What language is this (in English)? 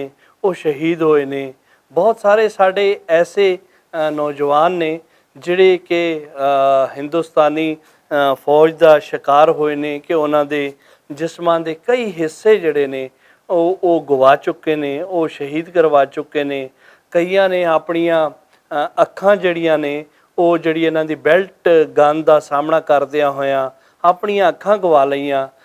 Western Panjabi